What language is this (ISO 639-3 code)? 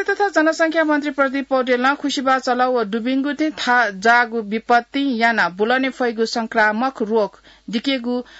new